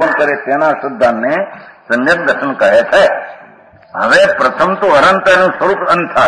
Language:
Gujarati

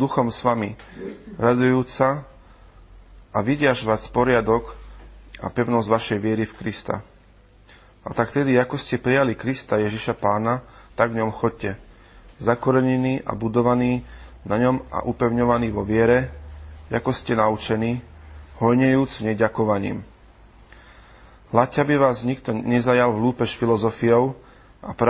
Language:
Slovak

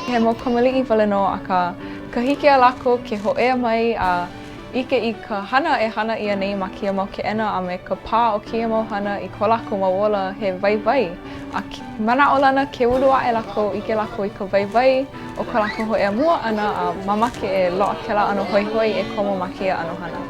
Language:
Hawaiian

